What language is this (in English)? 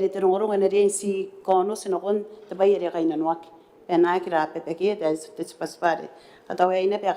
Gilbertese